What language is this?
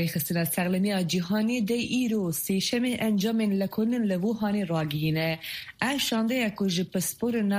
Kurdish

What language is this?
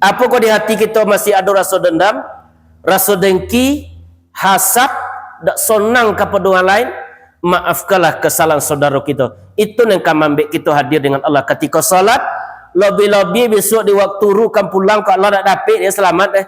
Minangkabau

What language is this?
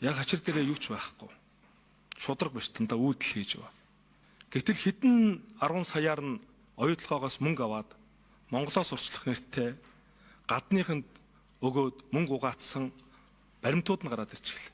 Mongolian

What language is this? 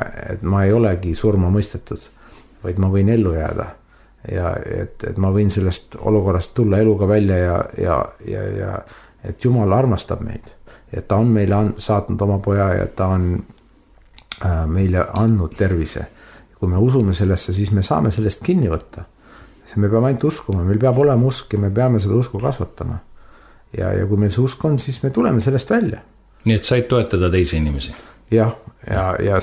Estonian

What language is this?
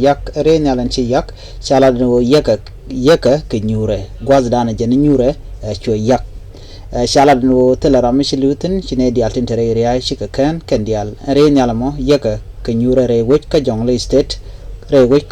Nuer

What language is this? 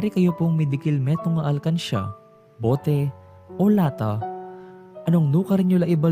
Pampanga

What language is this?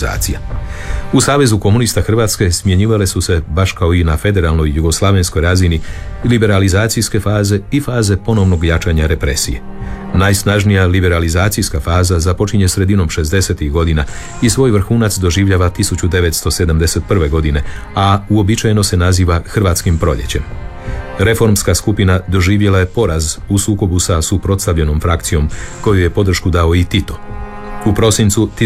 Croatian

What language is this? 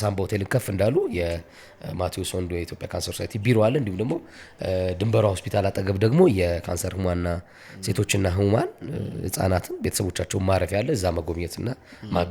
Amharic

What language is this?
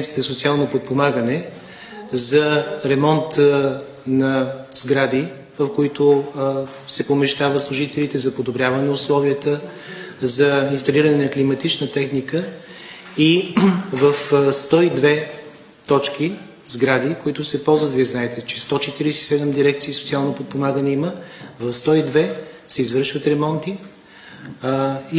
Bulgarian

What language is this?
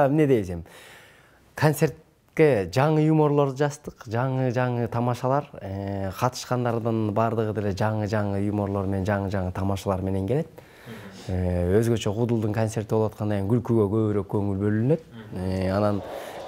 Kyrgyz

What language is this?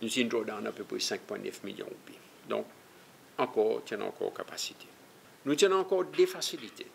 Seselwa Creole French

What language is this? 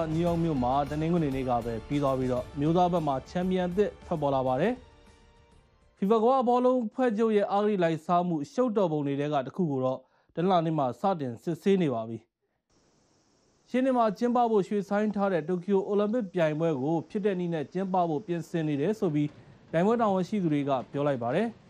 Burmese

